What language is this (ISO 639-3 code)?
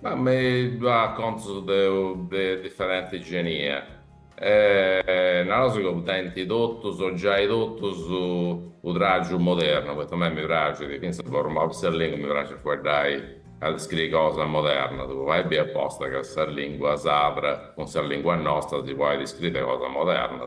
srd